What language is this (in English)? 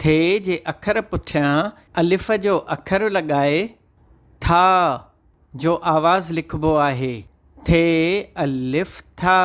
Sindhi